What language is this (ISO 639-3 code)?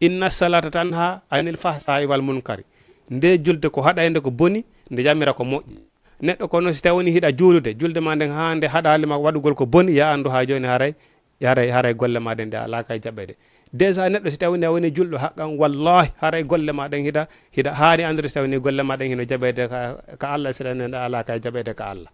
ful